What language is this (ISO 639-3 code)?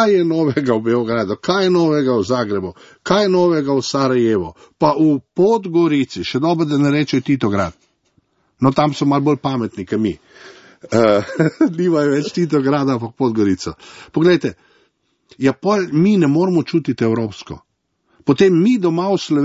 slv